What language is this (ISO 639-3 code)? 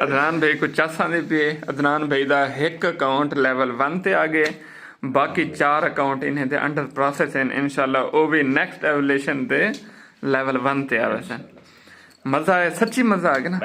skr